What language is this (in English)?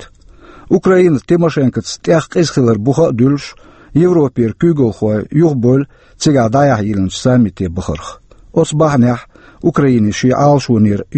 Chechen